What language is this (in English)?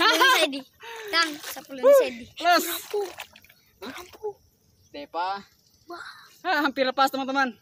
Buginese